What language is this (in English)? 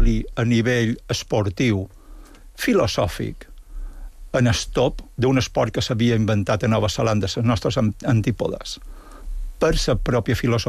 Catalan